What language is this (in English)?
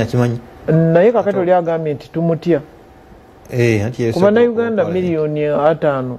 Ganda